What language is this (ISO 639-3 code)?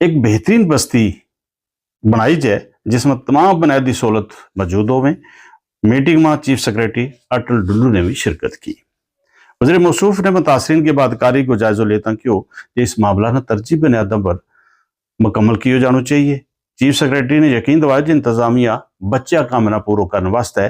gju